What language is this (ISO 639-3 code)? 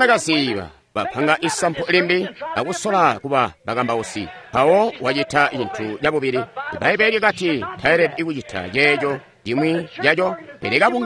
toi